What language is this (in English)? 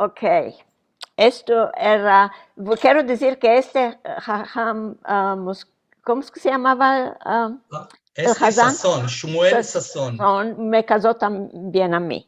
Ladino